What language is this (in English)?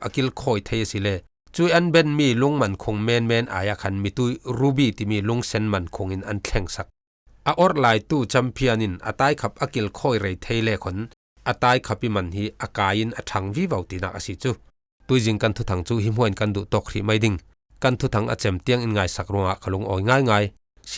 Falam Chin